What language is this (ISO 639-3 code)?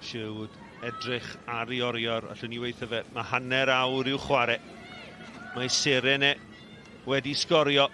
cym